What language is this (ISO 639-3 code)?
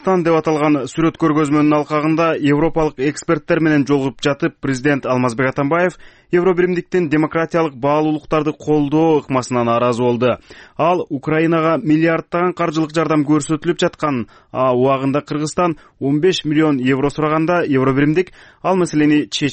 kir